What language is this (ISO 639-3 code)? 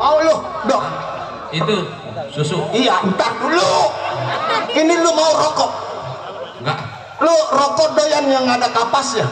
bew